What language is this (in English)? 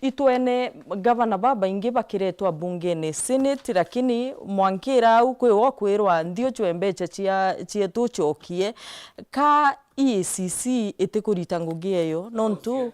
Meru